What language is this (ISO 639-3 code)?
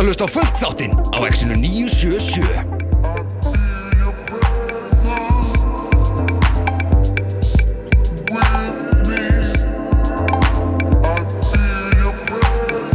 isl